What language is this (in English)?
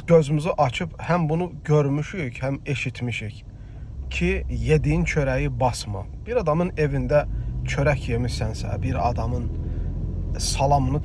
Azerbaijani